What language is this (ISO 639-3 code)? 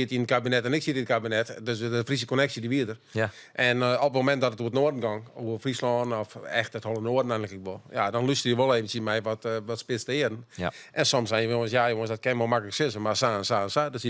fry